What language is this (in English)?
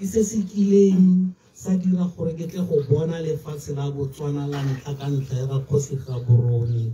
Tswana